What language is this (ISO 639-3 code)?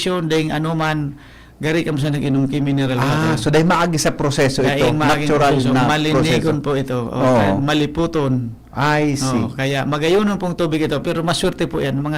bik